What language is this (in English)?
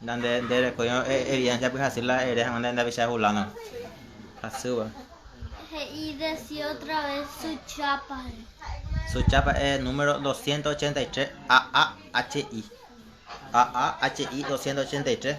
Guarani